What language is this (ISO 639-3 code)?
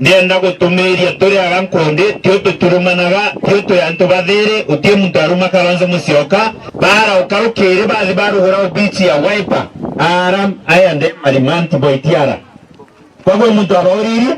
mer